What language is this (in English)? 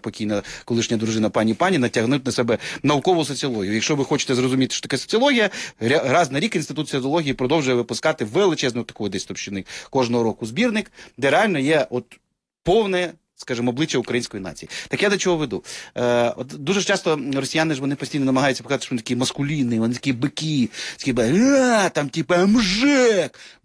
Ukrainian